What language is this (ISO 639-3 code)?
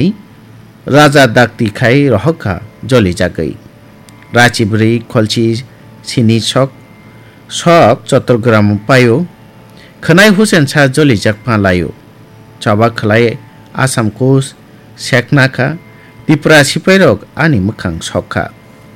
trp